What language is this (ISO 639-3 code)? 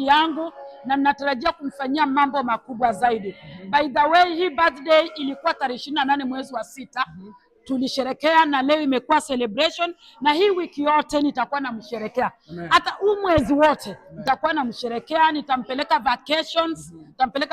swa